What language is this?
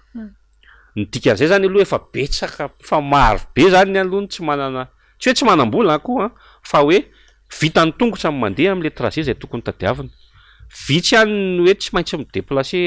Malagasy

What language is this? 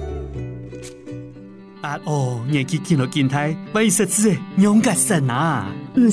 Min Nan Chinese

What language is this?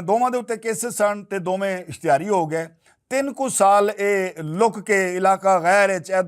Western Panjabi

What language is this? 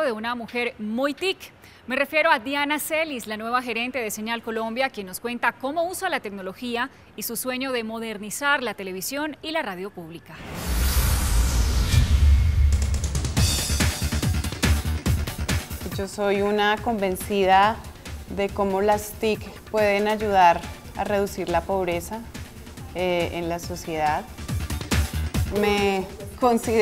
Spanish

